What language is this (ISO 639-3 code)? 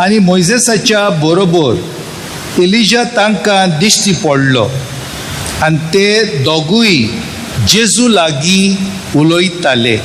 kok